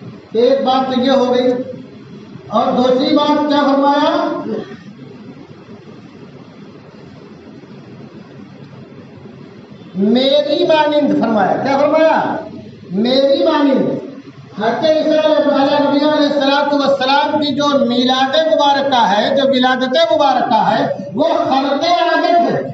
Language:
Urdu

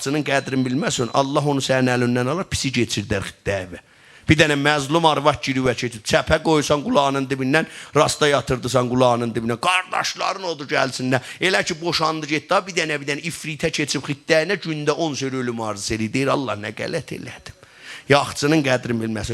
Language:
South Azerbaijani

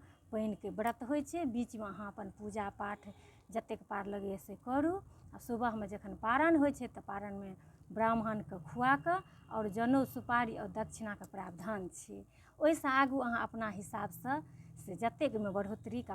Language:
Maithili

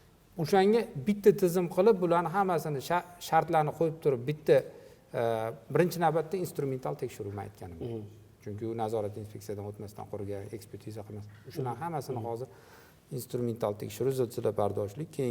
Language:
Uzbek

